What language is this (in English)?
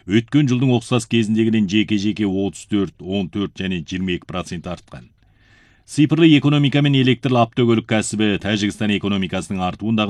Kazakh